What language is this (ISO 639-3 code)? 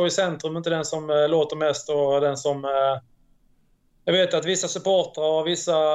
swe